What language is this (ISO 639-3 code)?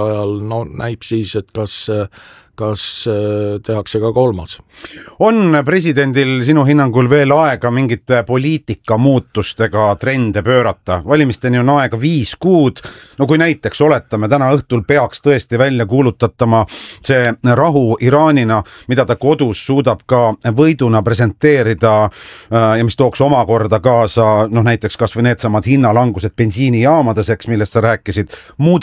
est